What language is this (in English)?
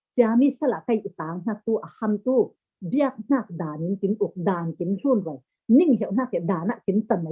Falam Chin